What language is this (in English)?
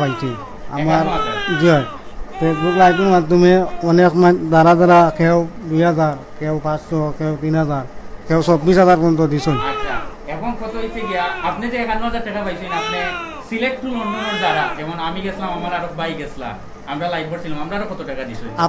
Sylheti